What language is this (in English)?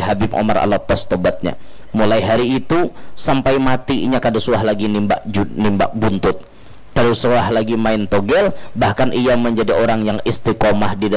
Banjar